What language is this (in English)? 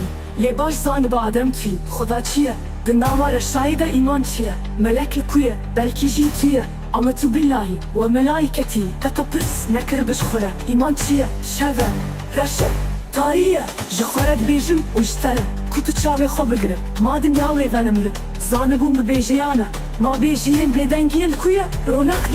Kurdish